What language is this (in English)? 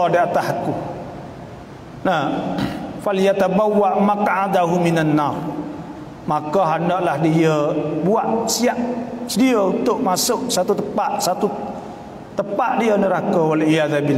Malay